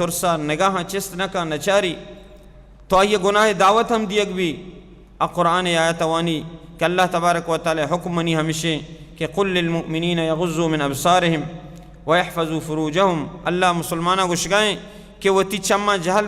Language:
Baluchi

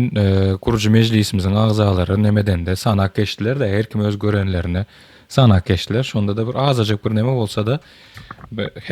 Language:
Turkmen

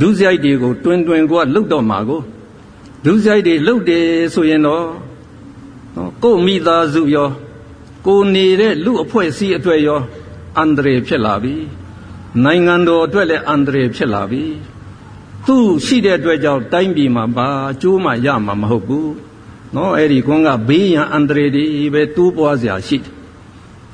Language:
Burmese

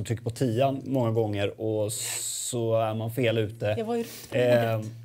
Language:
Swedish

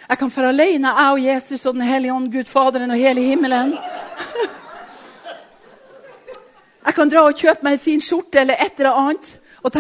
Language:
Norwegian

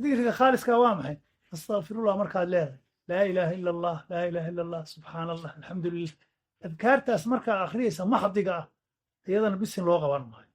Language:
Somali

